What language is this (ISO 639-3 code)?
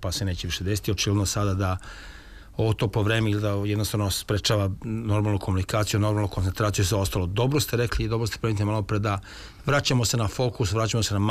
srp